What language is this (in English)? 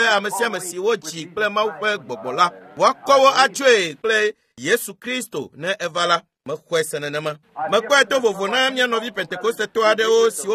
Ewe